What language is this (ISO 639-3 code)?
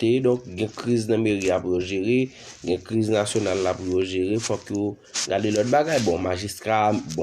hat